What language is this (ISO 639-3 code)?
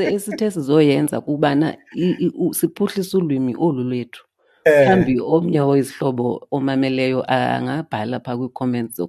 xho